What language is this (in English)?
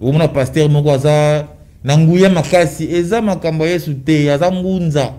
Lingala